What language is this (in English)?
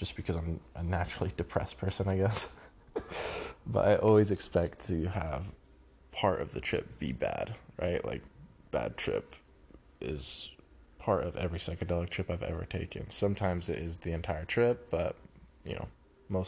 English